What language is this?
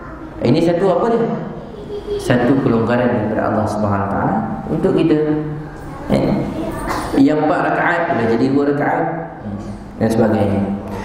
Malay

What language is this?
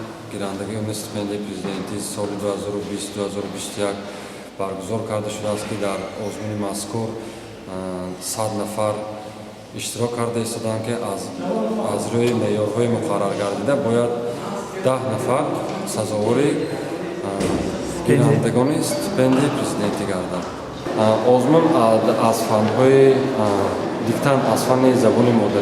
Tajik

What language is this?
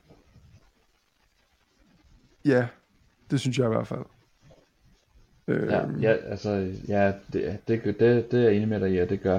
Danish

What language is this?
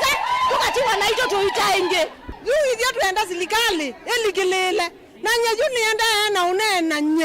Kamba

